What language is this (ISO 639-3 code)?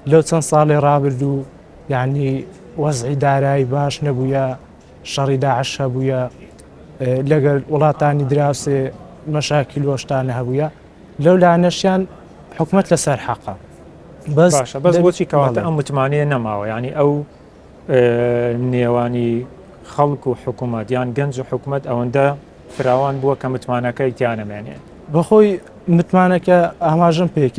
ckb